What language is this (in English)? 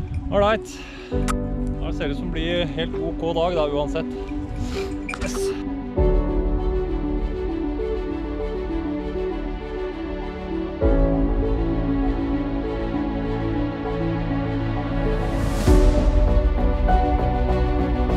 Norwegian